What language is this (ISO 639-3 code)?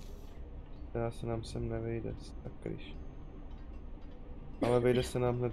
ces